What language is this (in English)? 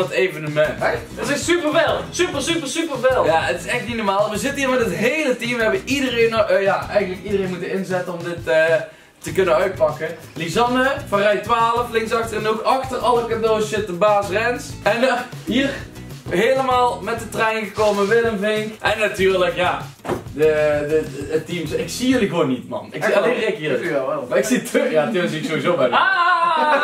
Dutch